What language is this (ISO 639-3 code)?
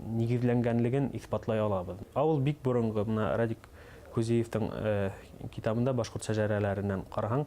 bak